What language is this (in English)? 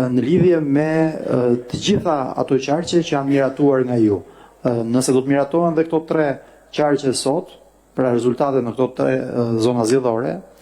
Albanian